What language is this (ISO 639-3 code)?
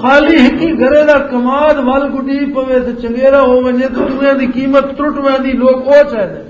lah